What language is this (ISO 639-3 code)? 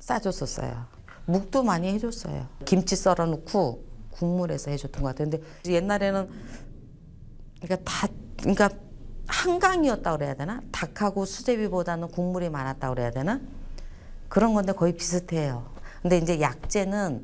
kor